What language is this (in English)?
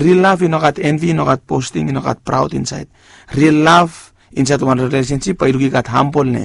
Bislama